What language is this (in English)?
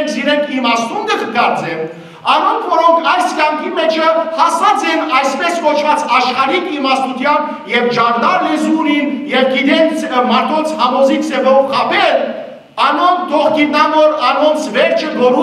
Western Armenian